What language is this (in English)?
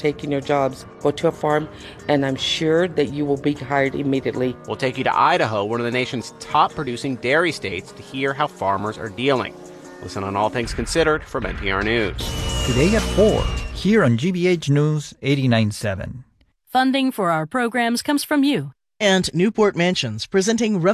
English